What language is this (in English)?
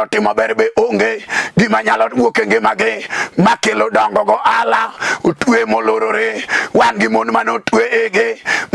Luo (Kenya and Tanzania)